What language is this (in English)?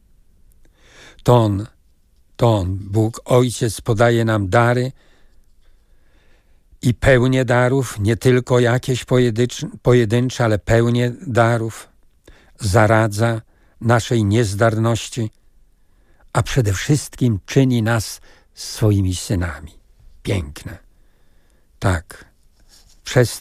Polish